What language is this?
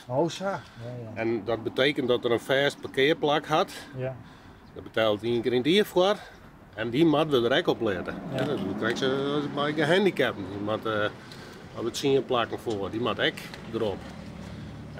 Western Frisian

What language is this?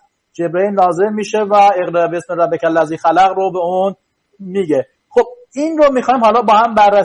Persian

